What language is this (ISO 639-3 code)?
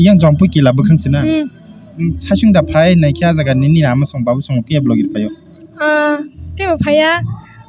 trp